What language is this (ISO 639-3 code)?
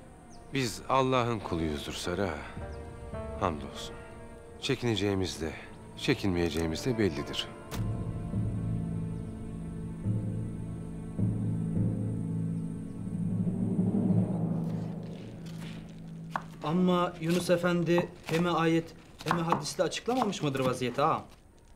tur